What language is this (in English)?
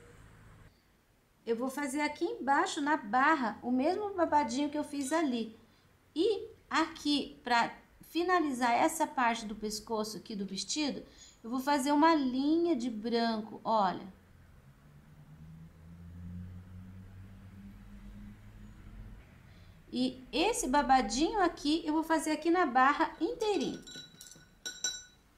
Portuguese